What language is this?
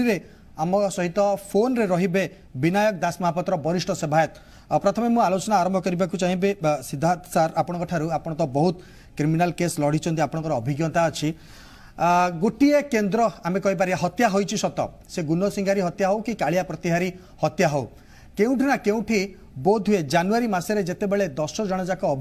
Odia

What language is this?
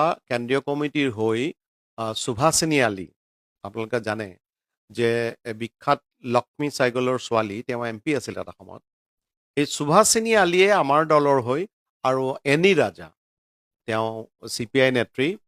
Assamese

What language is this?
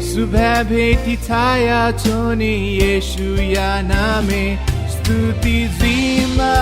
Newari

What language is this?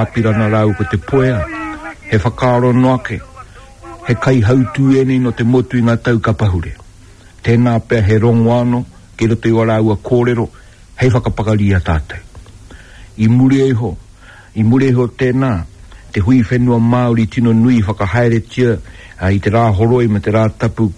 Māori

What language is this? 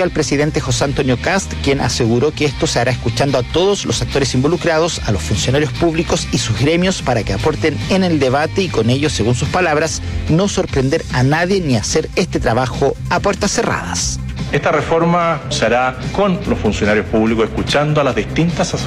Spanish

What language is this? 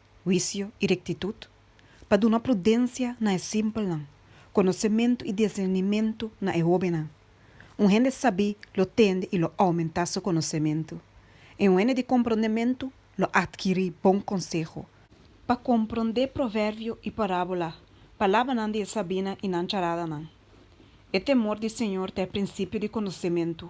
Papiamento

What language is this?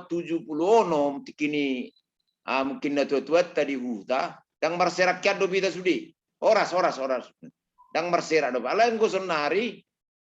Batak Toba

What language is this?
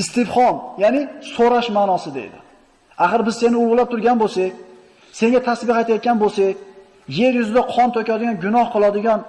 Uzbek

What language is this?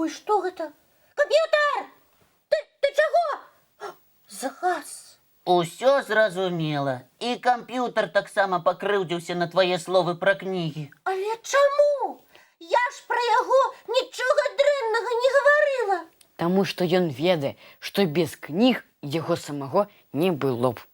Belarusian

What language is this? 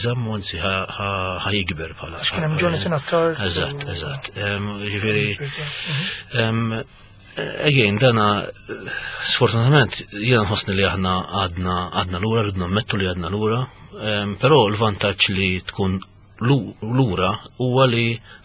Maltese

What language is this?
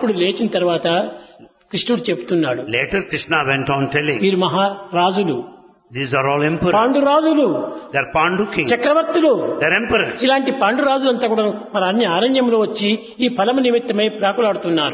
Telugu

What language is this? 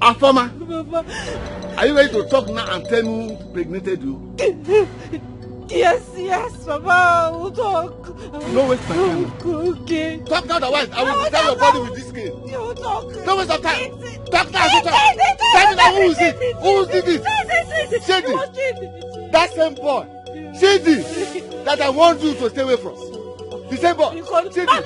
Nigerian Pidgin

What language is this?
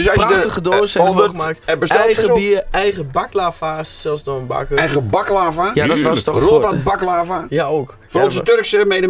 Dutch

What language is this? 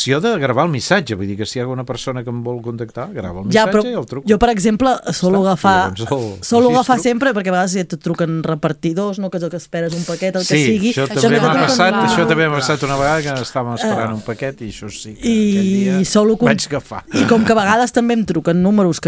Catalan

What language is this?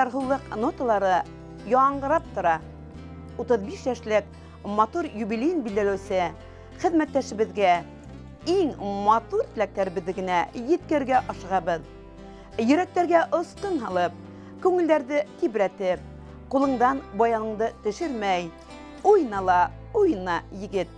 Bashkir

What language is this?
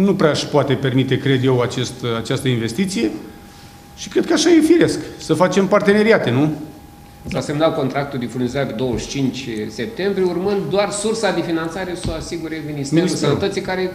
Romanian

